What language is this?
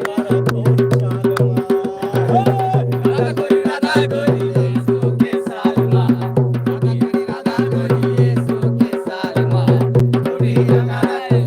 Chhattisgarhi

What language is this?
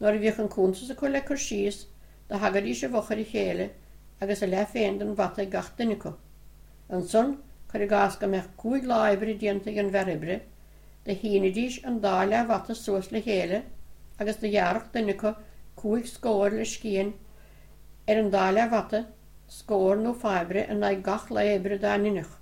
Irish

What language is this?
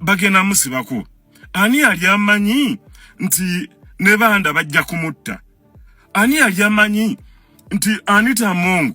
Ganda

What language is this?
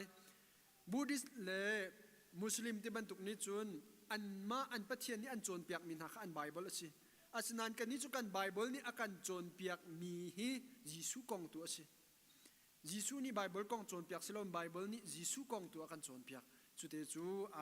Hakha Chin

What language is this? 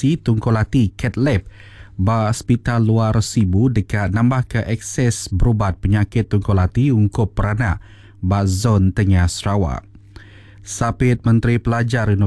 Iban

